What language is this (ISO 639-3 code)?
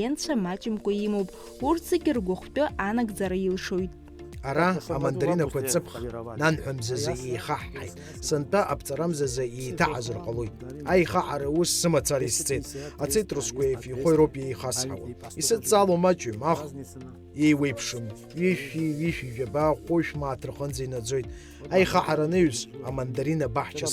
abk